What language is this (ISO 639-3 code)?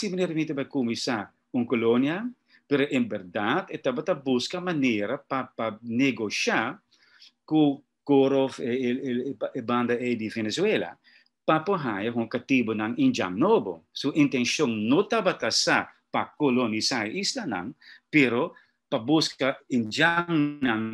pap